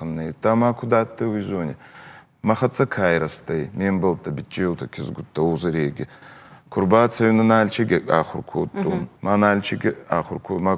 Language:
Ossetic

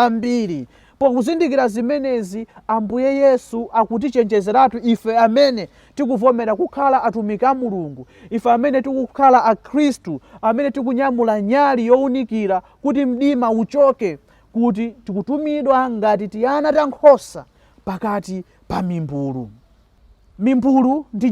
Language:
Nyanja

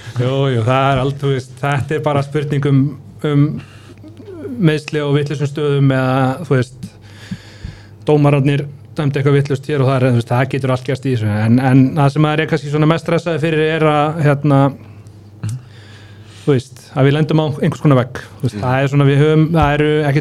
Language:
Icelandic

